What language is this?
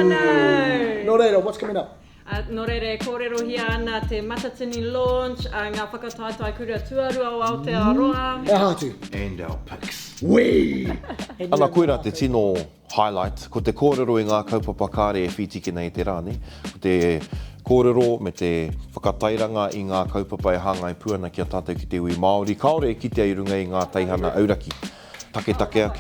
Māori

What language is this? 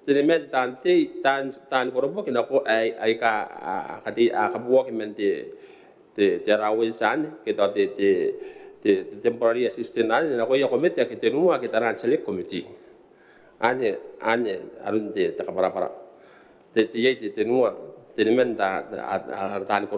Gilbertese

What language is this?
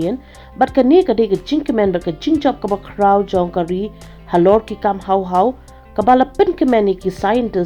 Khasi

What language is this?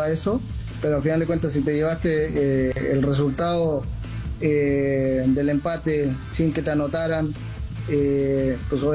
Spanish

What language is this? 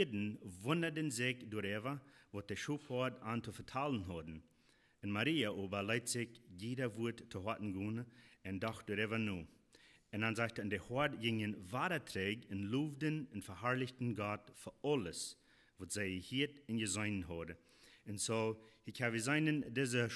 Plautdietsch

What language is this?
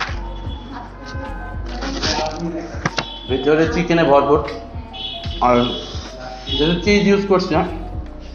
Bangla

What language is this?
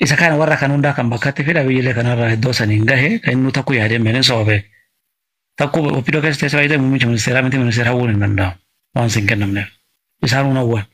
Oromo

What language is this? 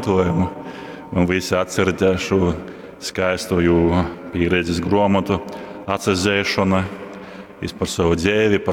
Latgalian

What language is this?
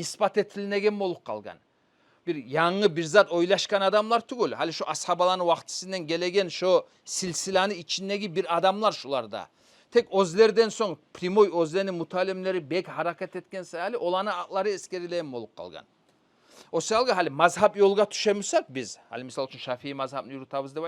Kumyk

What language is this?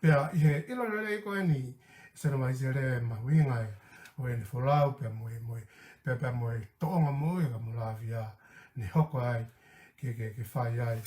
Tongan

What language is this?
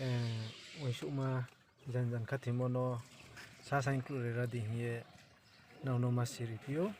Riang (India)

